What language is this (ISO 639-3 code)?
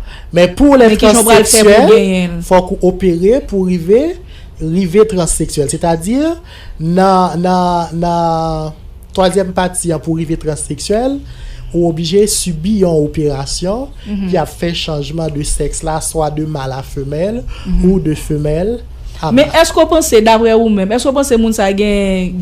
hat